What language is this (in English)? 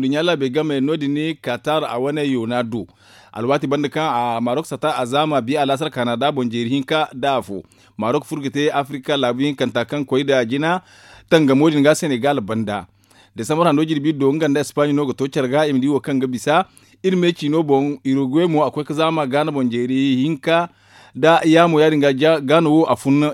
Zarma